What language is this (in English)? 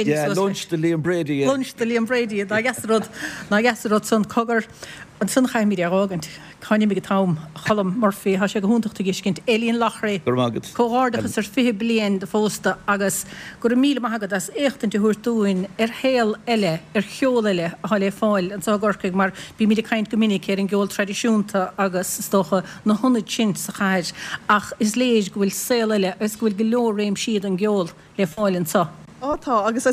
Irish